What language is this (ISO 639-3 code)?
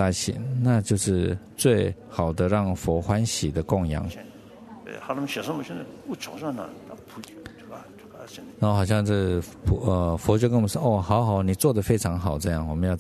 zho